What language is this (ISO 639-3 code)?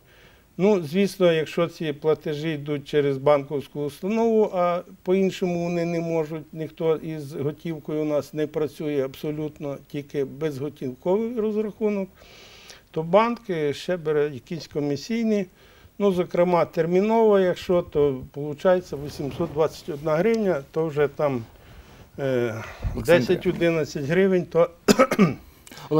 ukr